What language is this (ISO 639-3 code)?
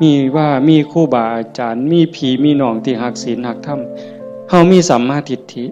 tts